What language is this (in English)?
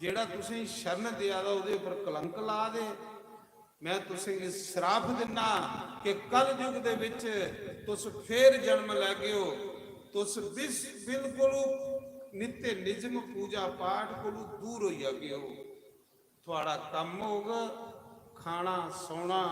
Dogri